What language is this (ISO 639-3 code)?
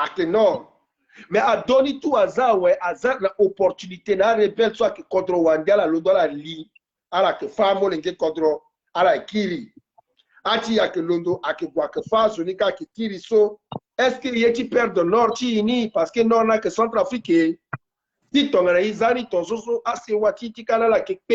sag